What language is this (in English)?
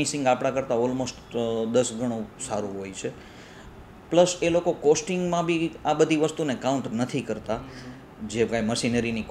Gujarati